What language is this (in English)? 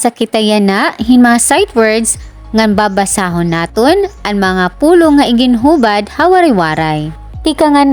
Waray